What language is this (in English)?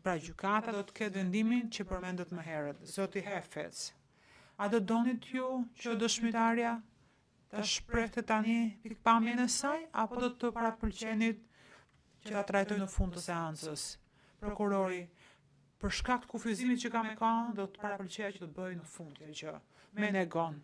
Albanian